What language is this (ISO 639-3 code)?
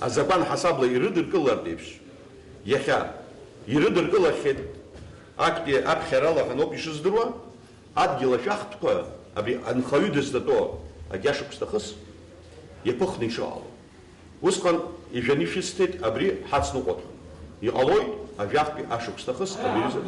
abk